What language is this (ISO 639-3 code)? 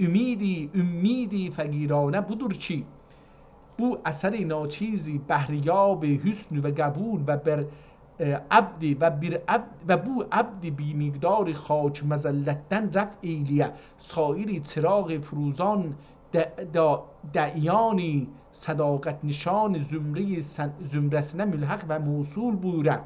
azb